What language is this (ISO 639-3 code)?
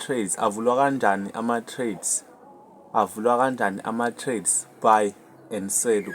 zul